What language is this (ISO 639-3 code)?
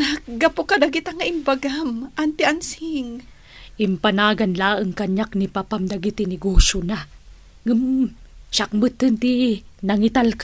ilo